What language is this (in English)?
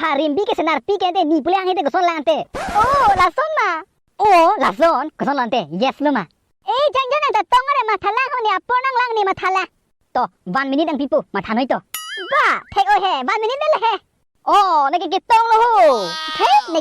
Karbi